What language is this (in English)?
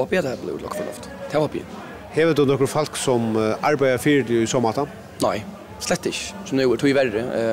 Faroese